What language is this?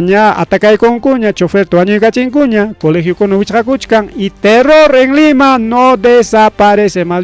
Ayacucho Quechua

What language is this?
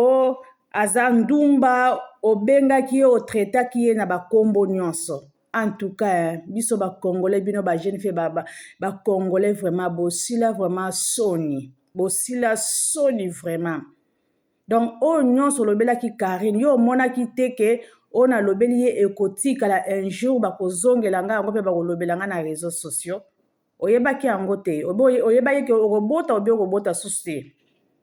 Lingala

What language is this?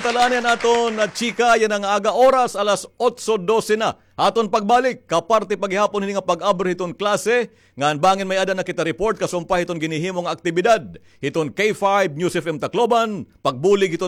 Waray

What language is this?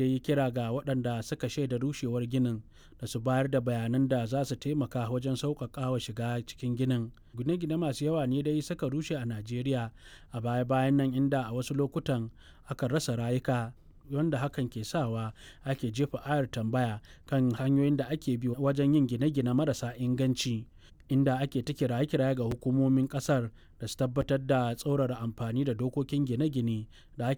Hausa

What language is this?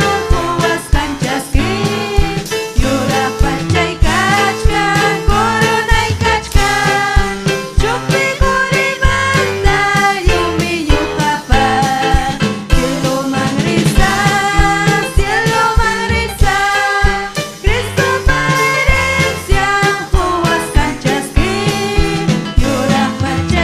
Ayacucho Quechua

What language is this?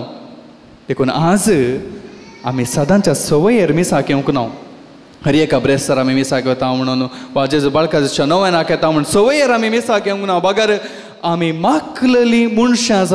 Konkani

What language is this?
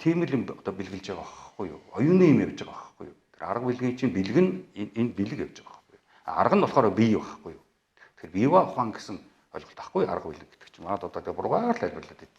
Mongolian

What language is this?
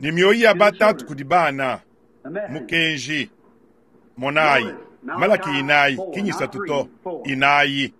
Luba-Lulua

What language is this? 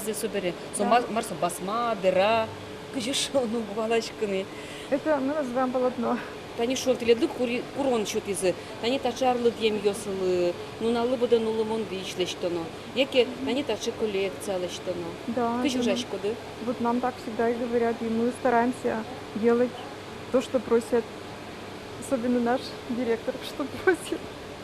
Udmurt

